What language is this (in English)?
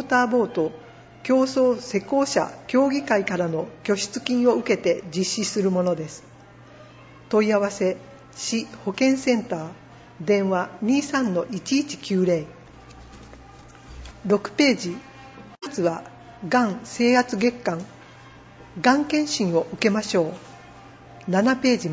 Japanese